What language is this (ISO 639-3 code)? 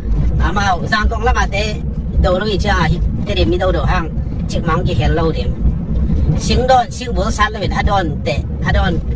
ctd